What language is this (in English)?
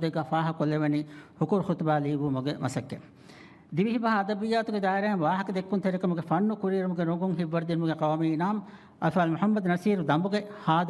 Divehi